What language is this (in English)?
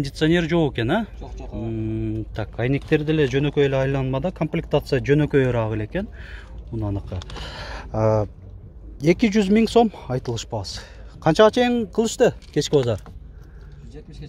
Kyrgyz